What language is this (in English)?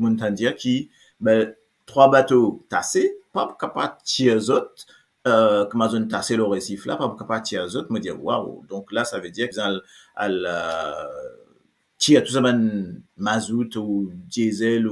Morisyen